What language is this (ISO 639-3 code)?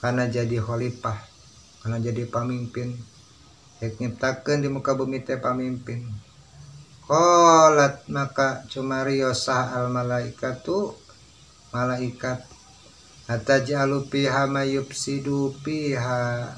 sun